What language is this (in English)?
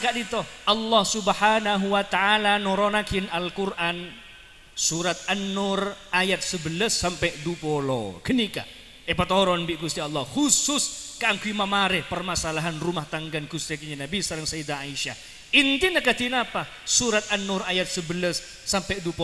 Madurese